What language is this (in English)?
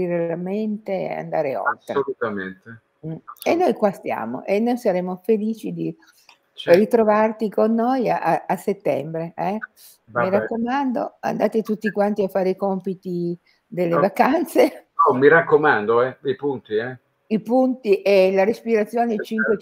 Italian